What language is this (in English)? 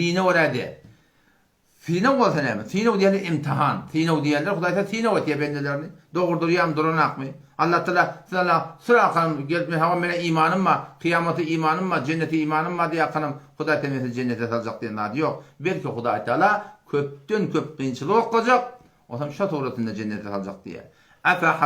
Turkmen